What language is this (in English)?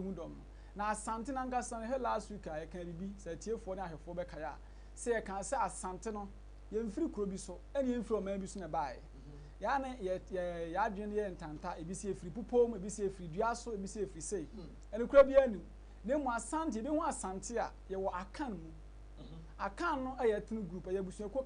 Akan